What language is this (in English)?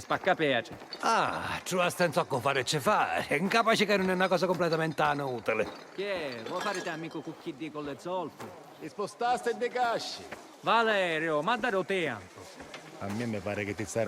Sicilian